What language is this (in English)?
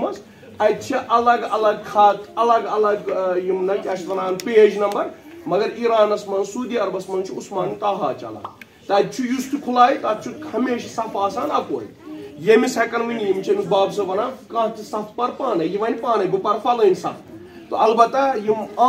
Kashmiri